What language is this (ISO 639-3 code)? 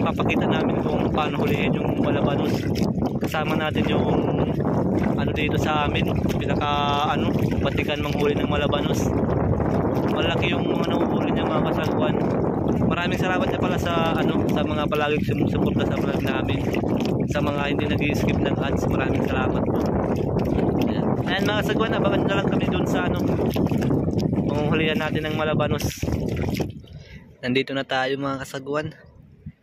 fil